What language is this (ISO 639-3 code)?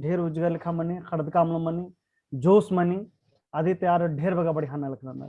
kru